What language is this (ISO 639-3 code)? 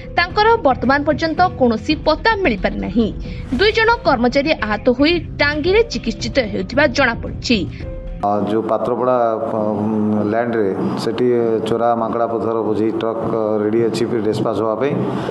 ori